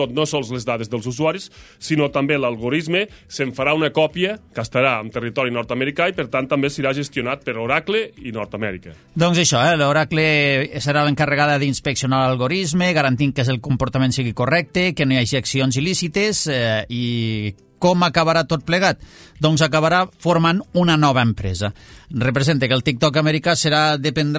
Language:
Catalan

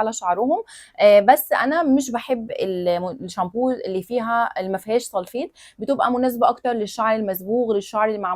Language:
Egyptian Arabic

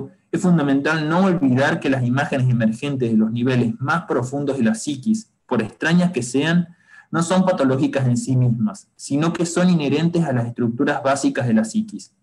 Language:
Spanish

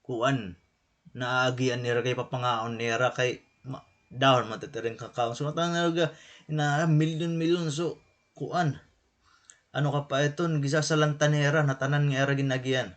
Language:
Waray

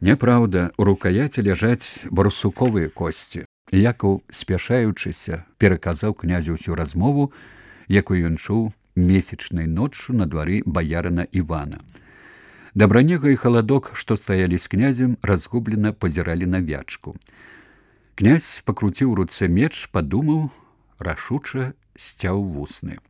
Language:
Belarusian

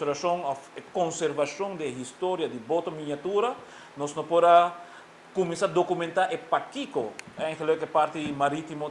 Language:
Papiamento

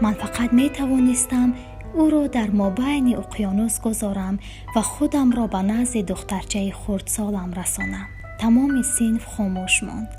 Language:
Tajik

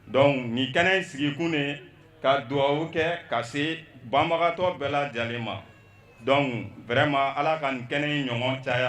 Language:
Bambara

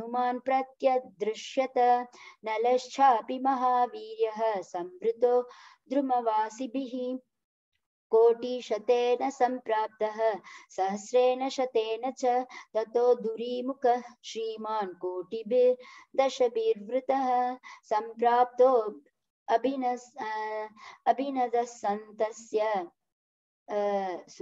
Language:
Sanskrit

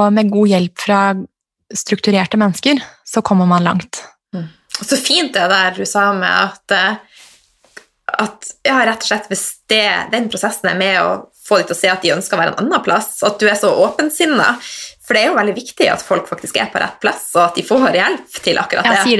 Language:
Norwegian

